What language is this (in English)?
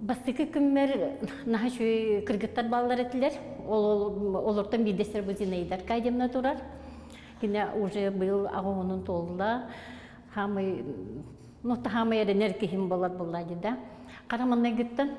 Yakut